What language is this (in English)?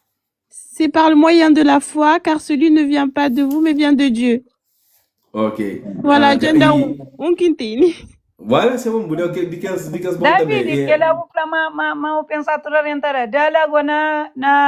Kabuverdianu